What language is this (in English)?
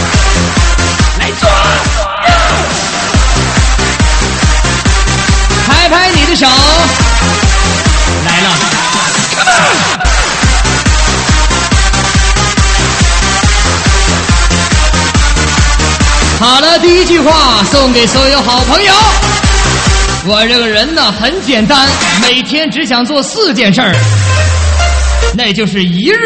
Chinese